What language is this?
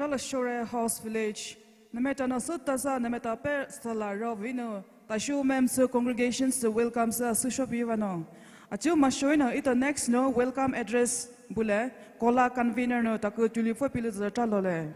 Poumei Naga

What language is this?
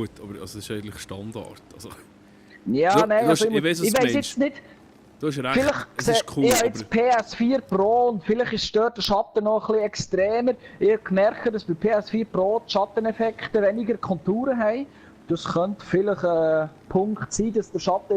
Swiss German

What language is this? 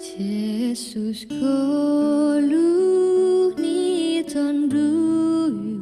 Batak Simalungun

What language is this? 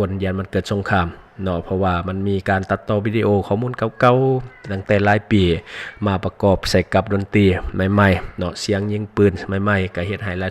Lao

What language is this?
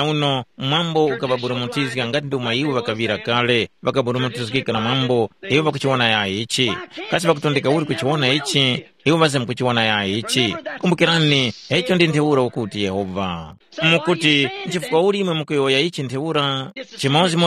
Tumbuka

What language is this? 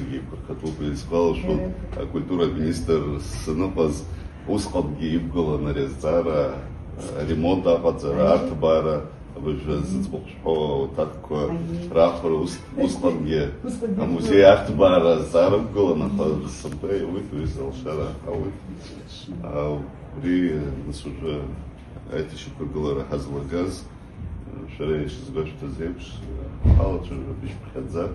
Abkhazian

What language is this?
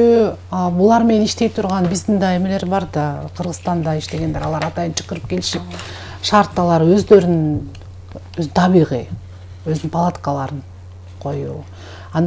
Kyrgyz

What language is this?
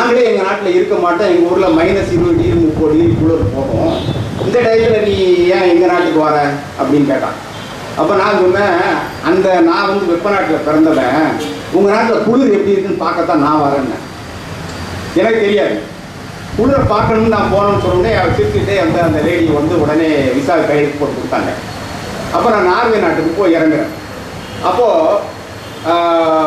Tamil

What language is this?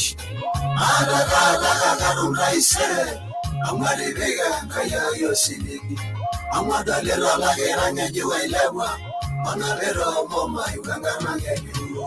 Masai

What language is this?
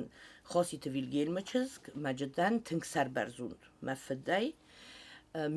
Ossetic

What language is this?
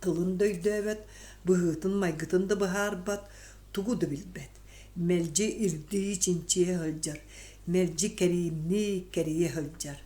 Yakut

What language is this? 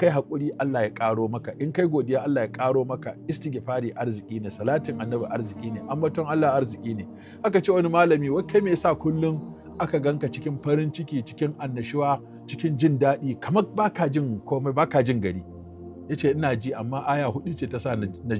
Hausa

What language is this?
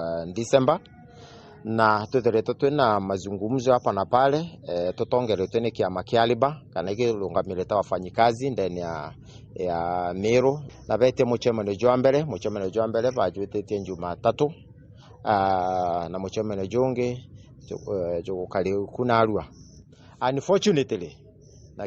Meru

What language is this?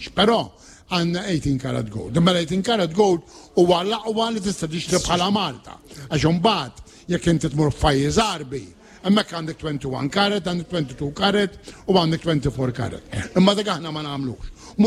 Maltese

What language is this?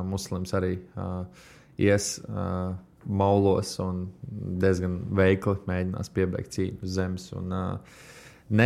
Latvian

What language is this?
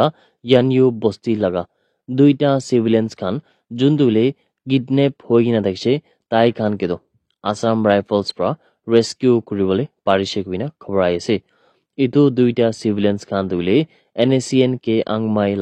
Naga Pidgin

